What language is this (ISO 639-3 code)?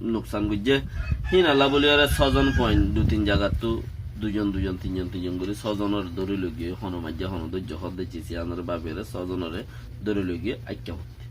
rhg